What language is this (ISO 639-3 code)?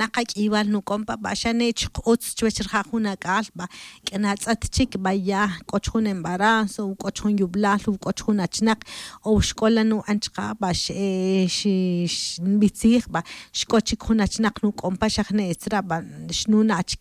tzj